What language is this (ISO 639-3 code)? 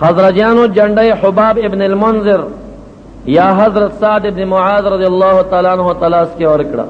pus